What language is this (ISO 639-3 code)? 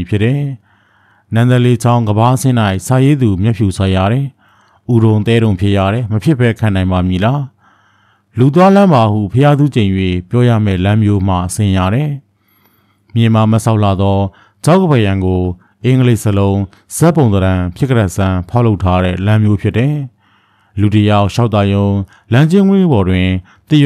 mya